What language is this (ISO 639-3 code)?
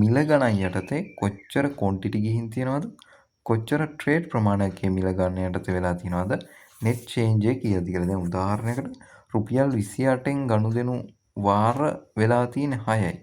sin